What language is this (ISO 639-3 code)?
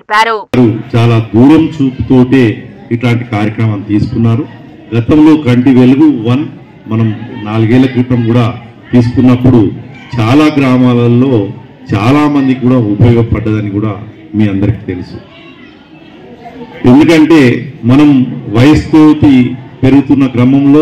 tel